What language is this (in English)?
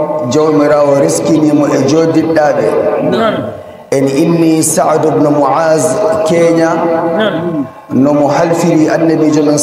Nigerian Fulfulde